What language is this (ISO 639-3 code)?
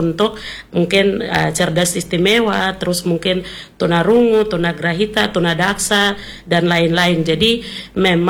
ind